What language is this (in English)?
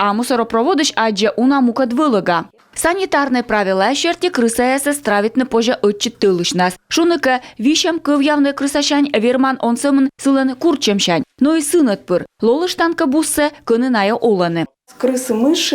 Komi